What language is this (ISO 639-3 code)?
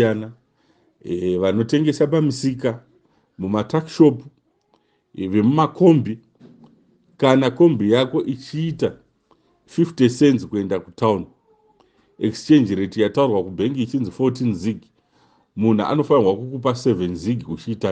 sna